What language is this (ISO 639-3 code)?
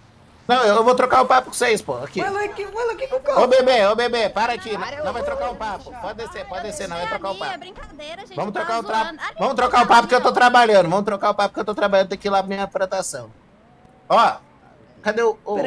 por